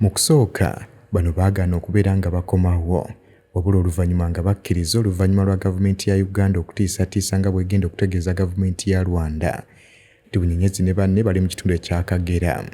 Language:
Ganda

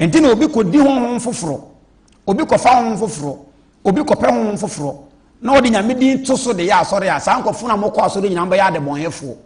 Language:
Akan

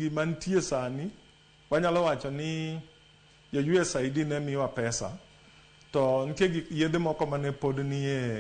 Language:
Luo (Kenya and Tanzania)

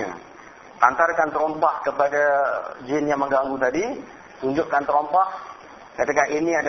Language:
Malay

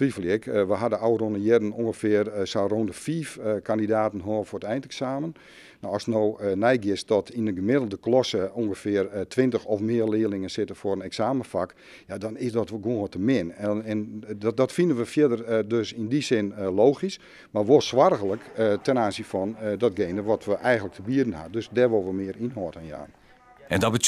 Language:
Western Frisian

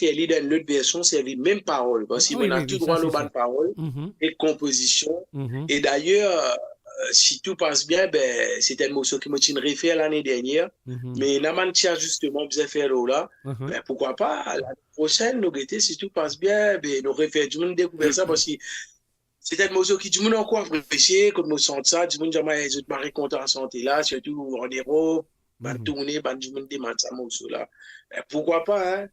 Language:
Morisyen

